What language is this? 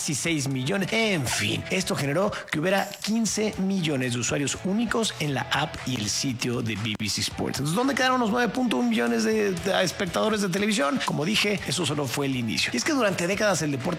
Spanish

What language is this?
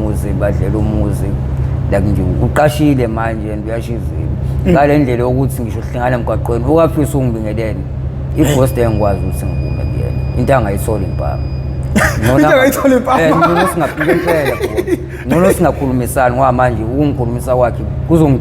Zulu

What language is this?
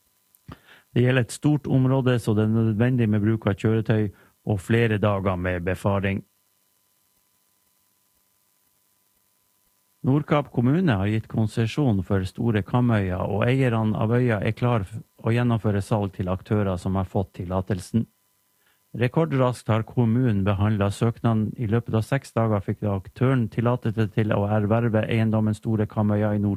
Norwegian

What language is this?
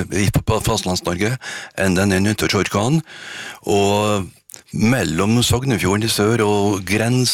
Norwegian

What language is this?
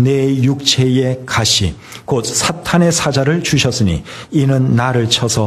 Korean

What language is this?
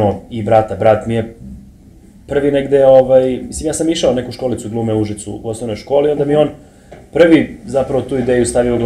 Serbian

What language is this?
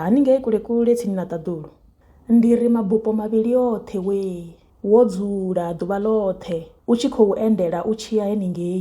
Venda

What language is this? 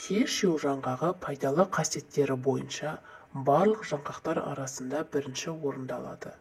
Kazakh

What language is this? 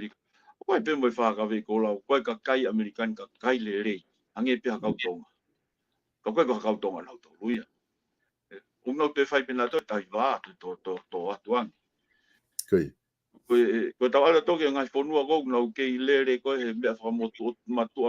Tongan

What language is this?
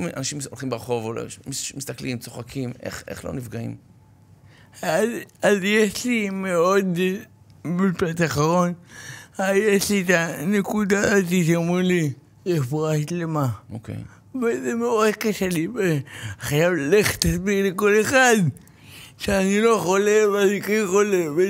Hebrew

